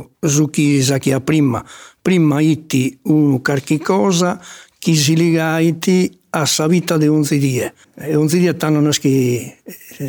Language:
Sardinian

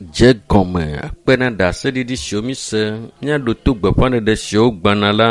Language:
Ewe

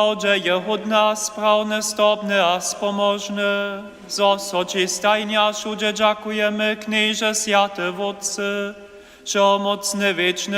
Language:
Upper Sorbian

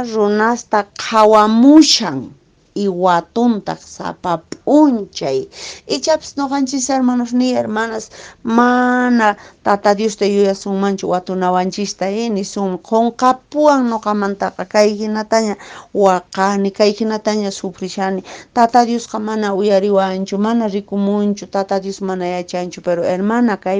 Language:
Quechua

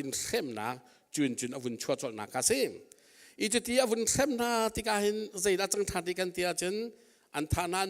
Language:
Hakha Chin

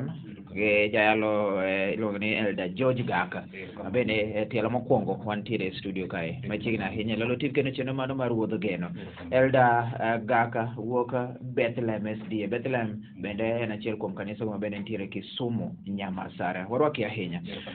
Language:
Luo (Kenya and Tanzania)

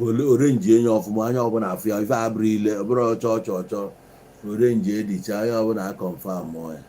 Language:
Igbo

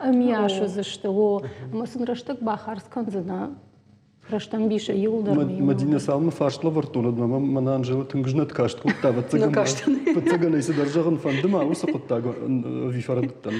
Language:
Ossetic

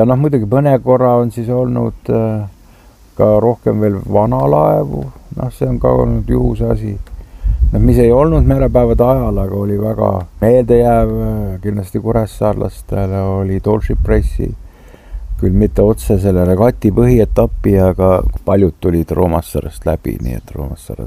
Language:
Estonian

